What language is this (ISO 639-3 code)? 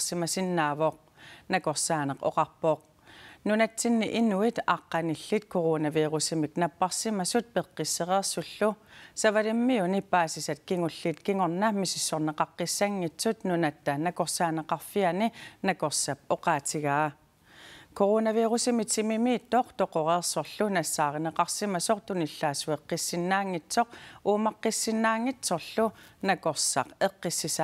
kal